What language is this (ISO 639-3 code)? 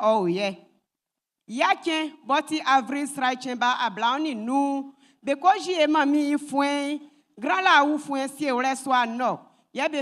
bci